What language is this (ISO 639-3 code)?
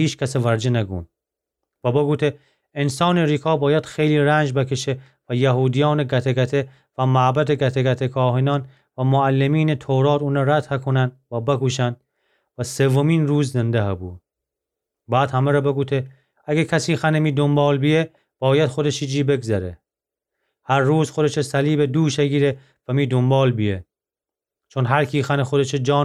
glk